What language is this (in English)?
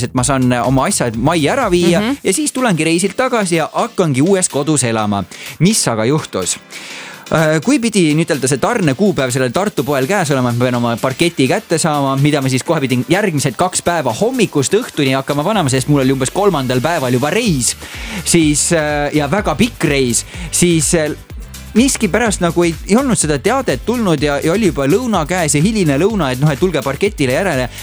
Estonian